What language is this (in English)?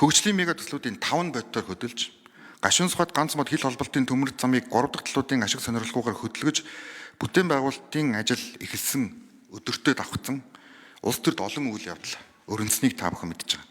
Mongolian